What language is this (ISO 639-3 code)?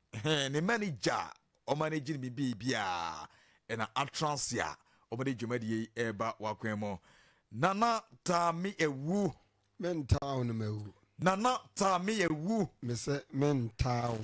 aka